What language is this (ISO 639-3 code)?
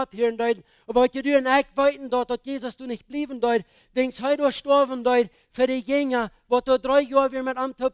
pdt